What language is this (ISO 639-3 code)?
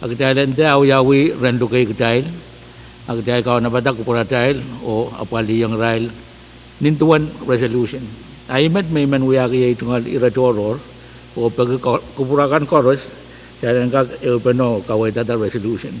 pon